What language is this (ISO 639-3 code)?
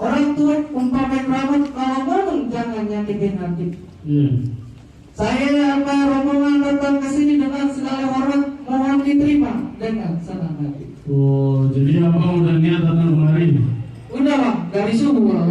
bew